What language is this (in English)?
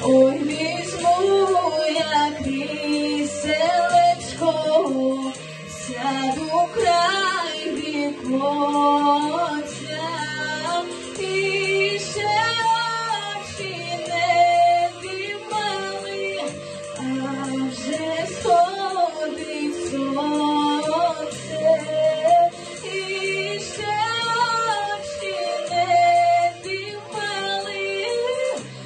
Ukrainian